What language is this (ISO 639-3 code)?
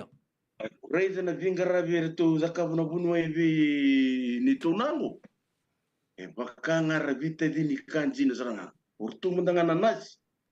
fij